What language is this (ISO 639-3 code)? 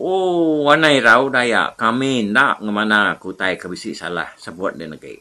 iba